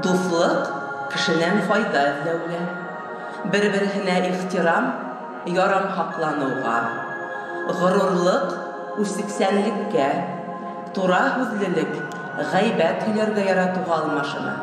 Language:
Bashkir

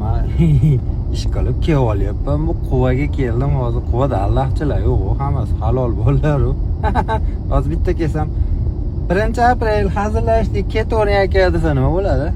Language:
Uzbek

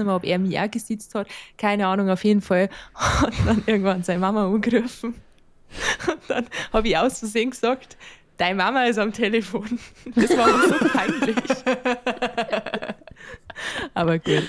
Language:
Bavarian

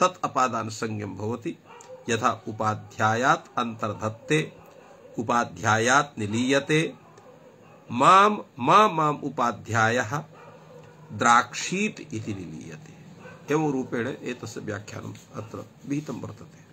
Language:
Sanskrit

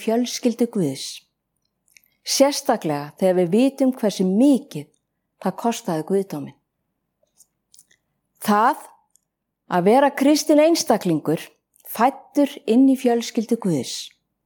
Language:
Icelandic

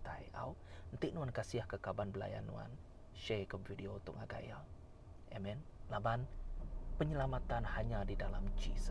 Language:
Iban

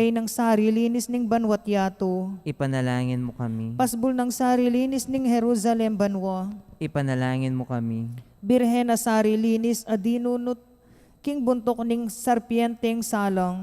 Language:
Pampanga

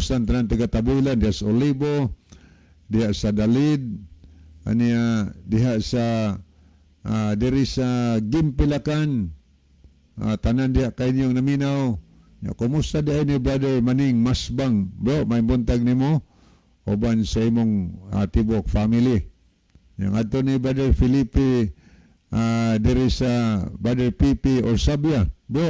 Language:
Cebuano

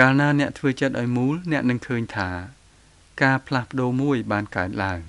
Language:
Khmer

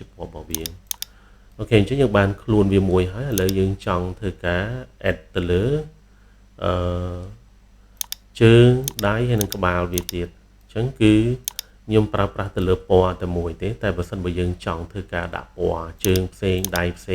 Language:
Khmer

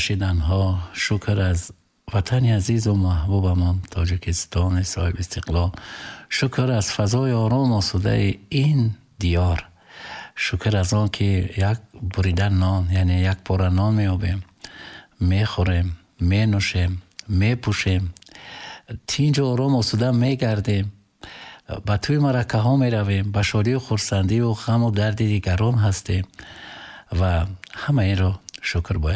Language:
Tajik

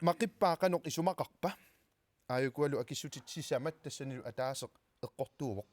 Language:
Kalaallisut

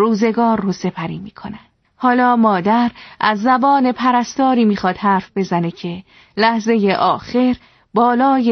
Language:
Persian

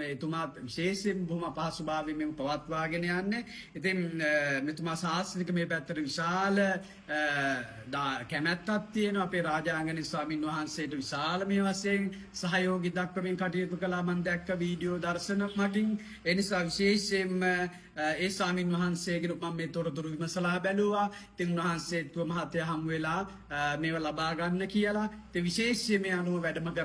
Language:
Sinhala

